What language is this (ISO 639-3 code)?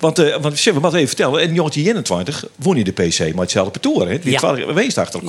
fry